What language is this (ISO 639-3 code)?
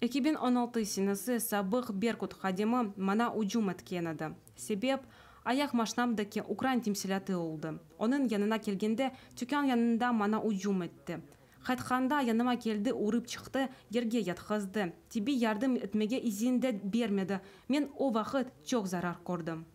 crh